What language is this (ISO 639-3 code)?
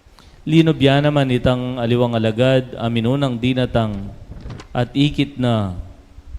pam